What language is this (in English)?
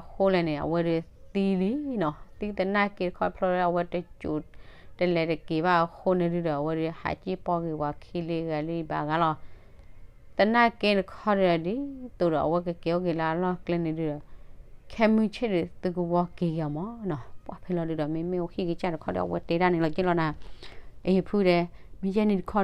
S'gaw Karen